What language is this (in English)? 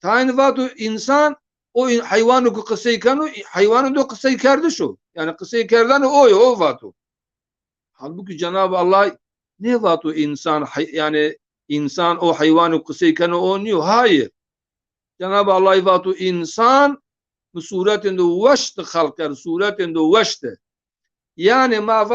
Zaza